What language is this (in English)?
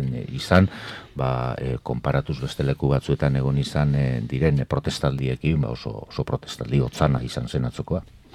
Basque